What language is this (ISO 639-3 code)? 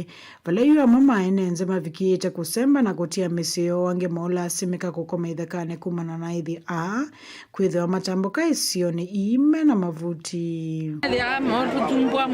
kam